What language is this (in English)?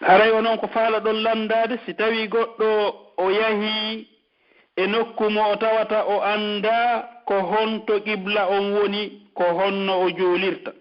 Pular